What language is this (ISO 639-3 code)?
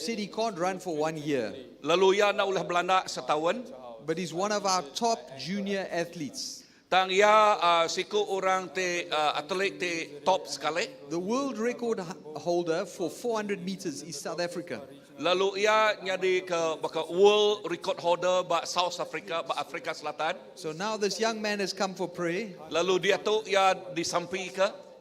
iba